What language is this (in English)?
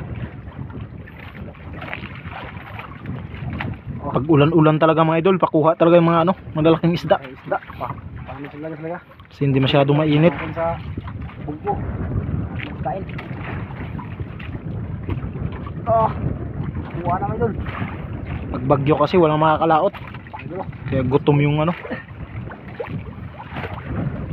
Filipino